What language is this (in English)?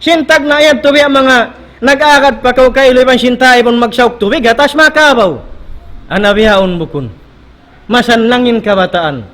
Tausug